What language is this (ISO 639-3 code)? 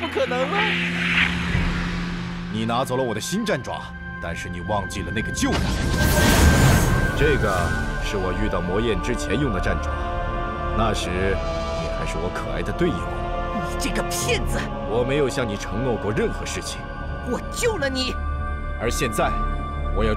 zho